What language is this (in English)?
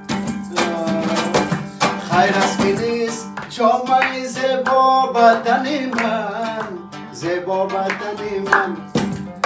Persian